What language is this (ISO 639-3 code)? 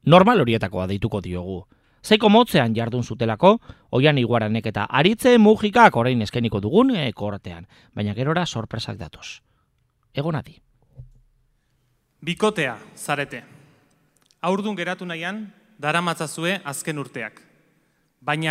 eus